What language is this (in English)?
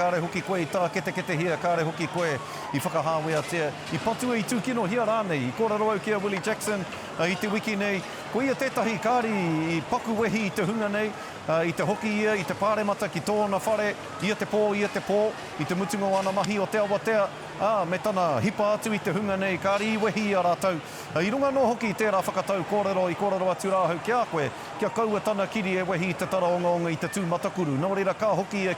Māori